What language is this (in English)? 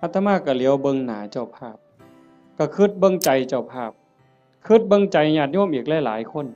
Northeastern Thai